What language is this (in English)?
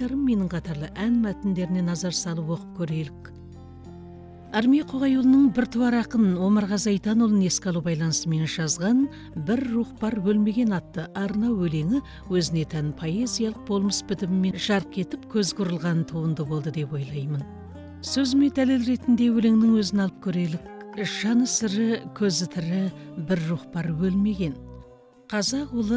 Kazakh